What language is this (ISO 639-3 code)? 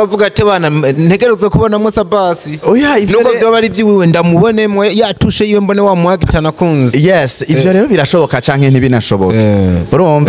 run